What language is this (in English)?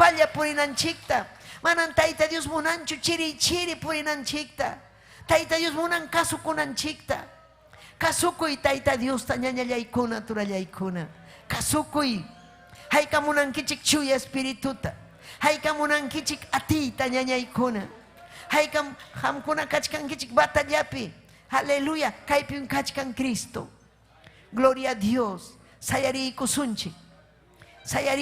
Ayacucho Quechua